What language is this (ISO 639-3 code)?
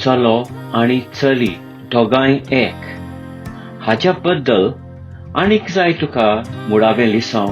kok